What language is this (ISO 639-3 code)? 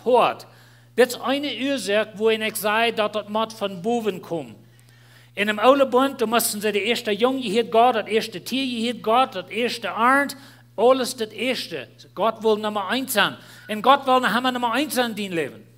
pdt